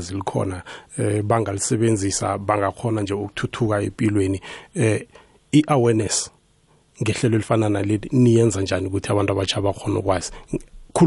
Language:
South Ndebele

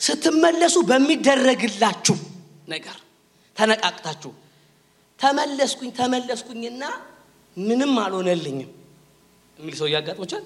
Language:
Amharic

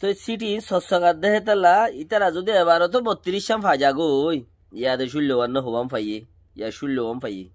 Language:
Rohingya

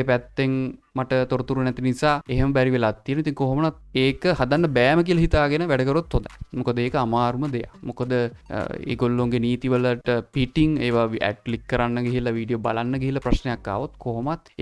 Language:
Sinhala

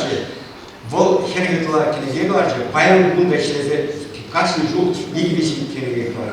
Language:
Chuvash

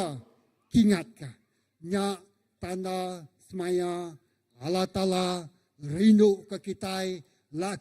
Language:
Iban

